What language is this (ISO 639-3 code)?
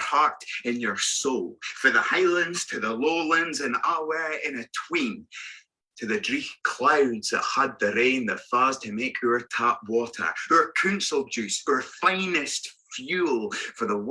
sco